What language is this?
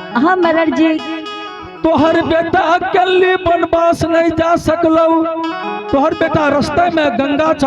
Angika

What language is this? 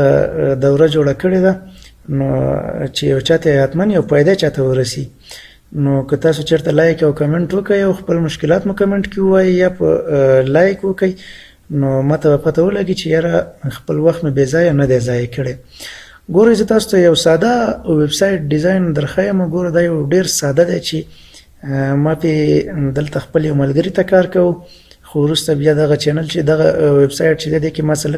Pashto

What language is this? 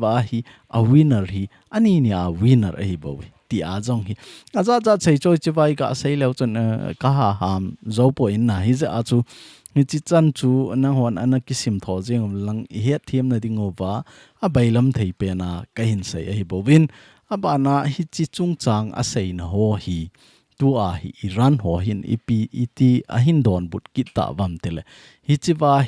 Thado Chin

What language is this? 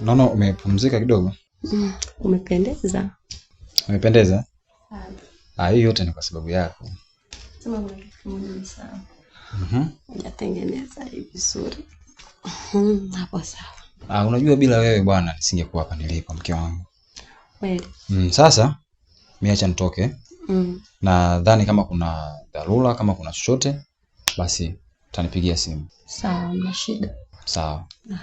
Swahili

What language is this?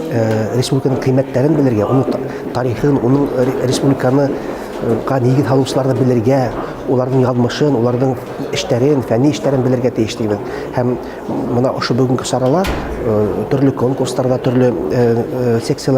Bashkir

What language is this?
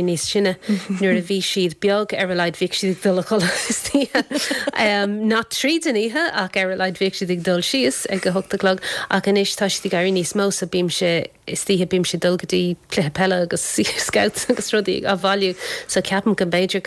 Irish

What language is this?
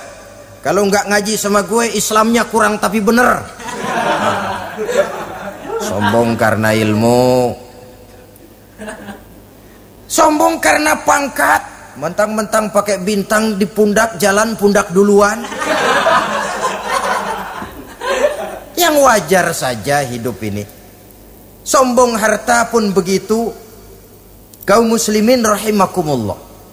Indonesian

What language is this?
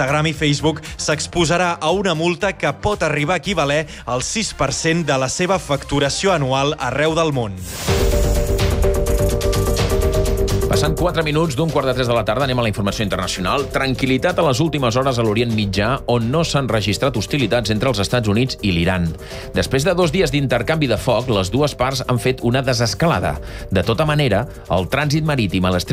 Catalan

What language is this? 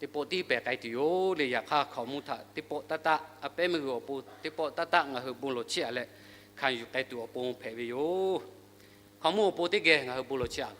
Lahu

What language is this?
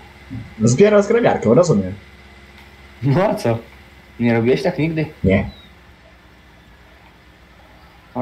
Polish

